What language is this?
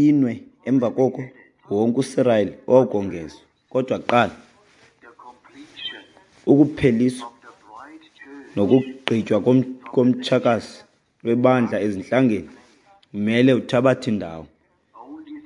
Xhosa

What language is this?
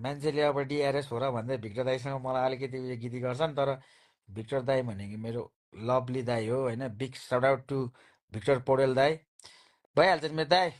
Nepali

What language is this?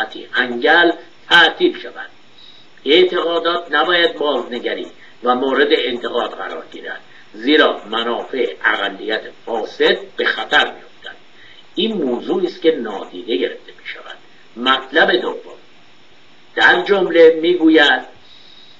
Persian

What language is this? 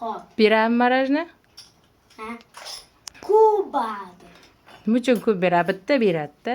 Uzbek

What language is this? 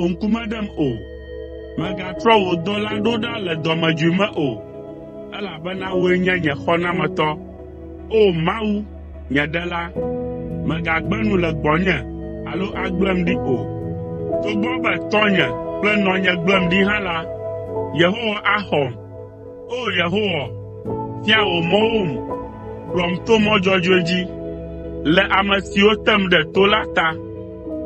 Ewe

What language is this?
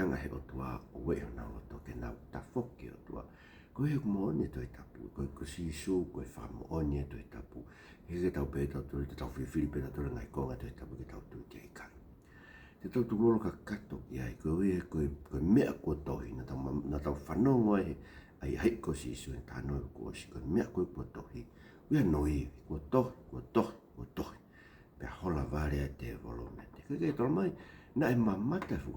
Tongan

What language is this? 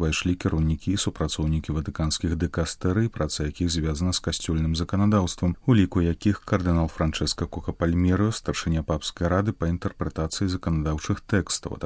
Belarusian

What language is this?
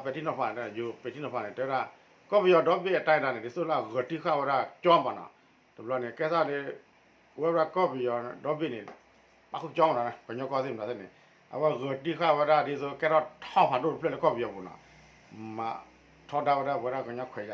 S'gaw Karen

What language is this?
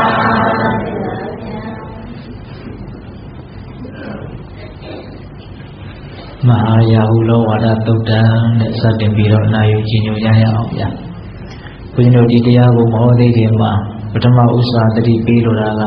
Burmese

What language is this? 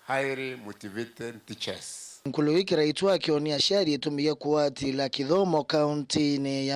Meru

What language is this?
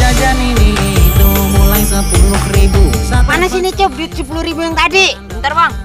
Betawi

